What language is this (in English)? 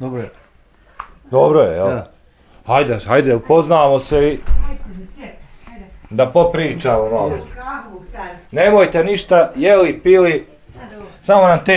Bosnian